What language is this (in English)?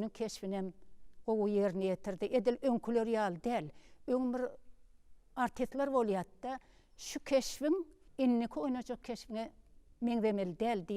Turkmen